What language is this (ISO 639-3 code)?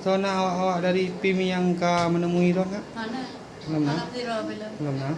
ace